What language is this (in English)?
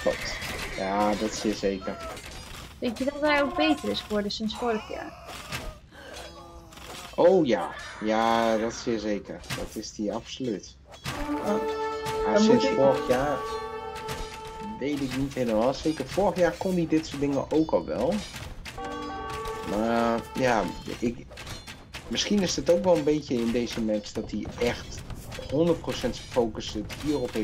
Dutch